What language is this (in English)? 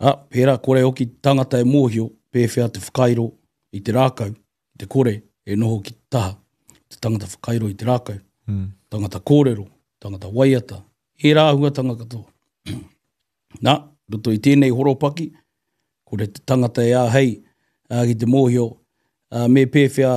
Māori